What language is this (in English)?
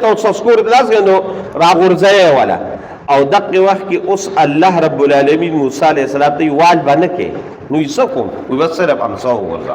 Pashto